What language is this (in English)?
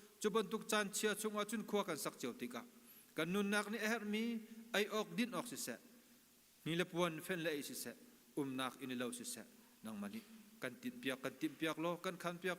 Hakha Chin